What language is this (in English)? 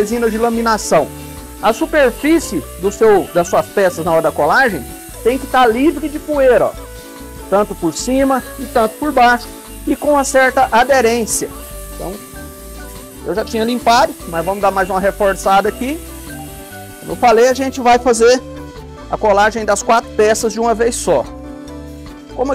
Portuguese